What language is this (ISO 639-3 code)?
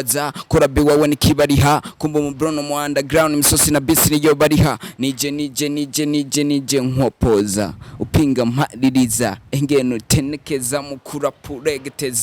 run